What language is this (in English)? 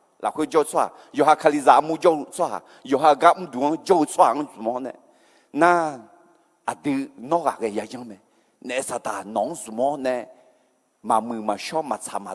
Akha